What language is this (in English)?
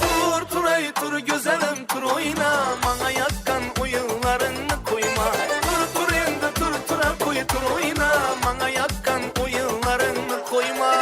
Kara-Kalpak